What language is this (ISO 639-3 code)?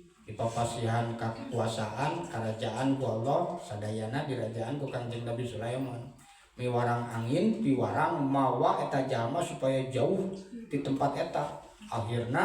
sun